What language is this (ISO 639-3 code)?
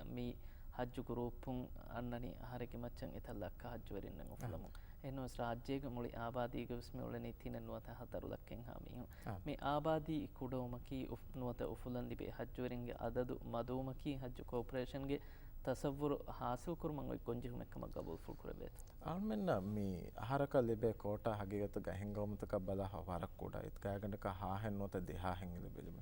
div